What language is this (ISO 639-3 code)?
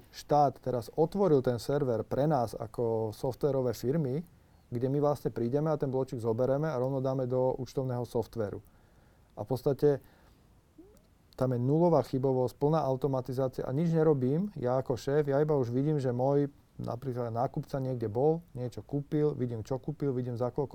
slk